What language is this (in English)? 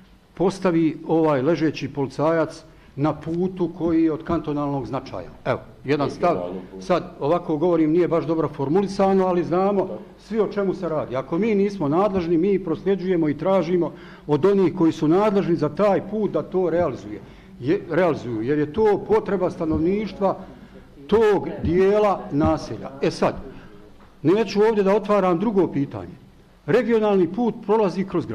Bosnian